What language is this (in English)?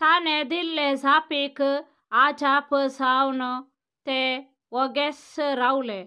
Konkani